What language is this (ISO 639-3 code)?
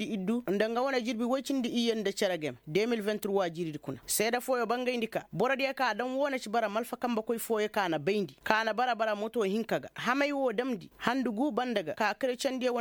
ses